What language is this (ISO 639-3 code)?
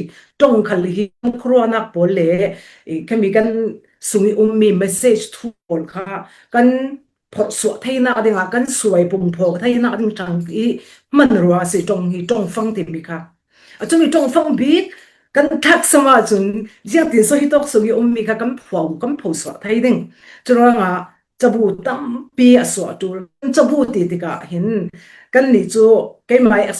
cfm